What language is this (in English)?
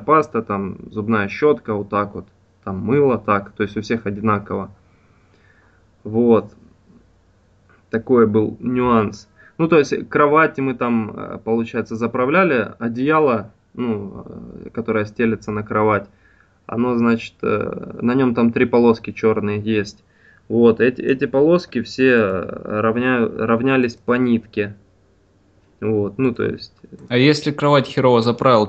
Russian